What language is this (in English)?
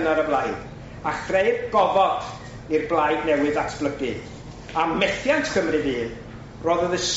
Welsh